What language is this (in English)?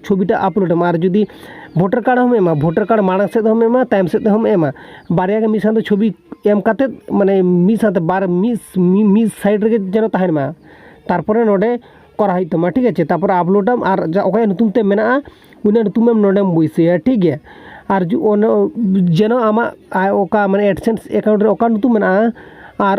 Santali